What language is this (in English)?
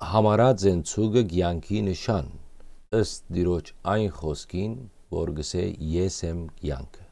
Western Armenian